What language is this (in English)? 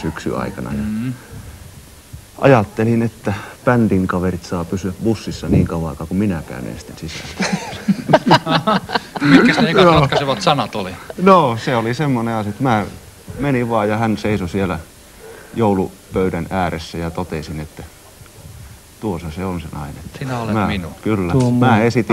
Finnish